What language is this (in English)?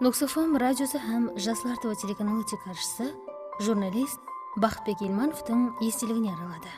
Kara-Kalpak